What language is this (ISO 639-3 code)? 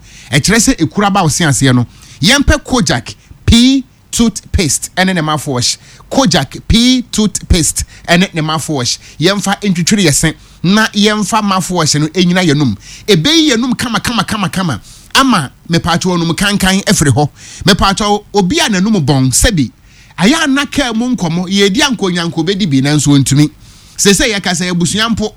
aka